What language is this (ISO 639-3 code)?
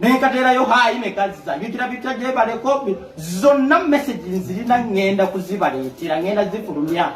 lug